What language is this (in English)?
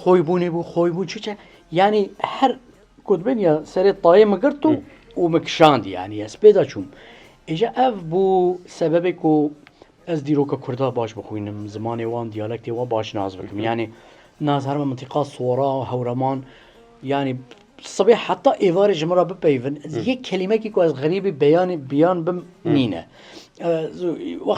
Kurdish